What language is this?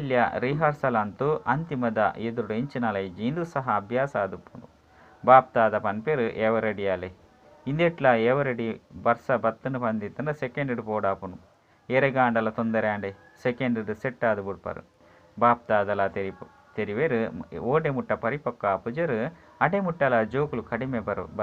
Tulu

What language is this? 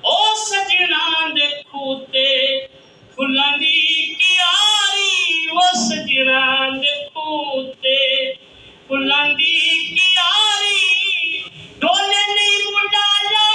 Saraiki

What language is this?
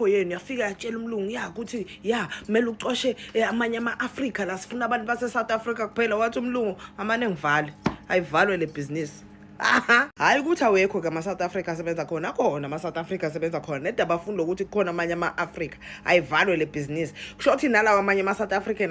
Zulu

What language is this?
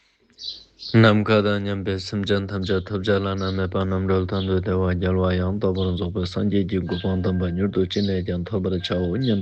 Ladakhi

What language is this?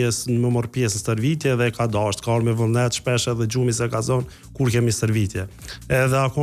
Albanian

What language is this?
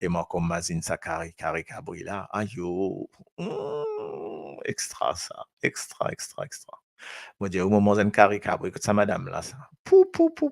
Morisyen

